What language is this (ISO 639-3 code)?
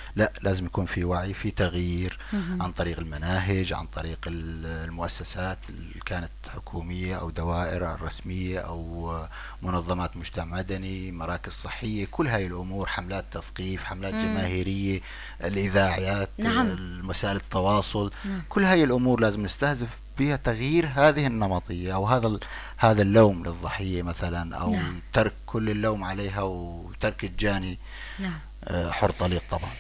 apc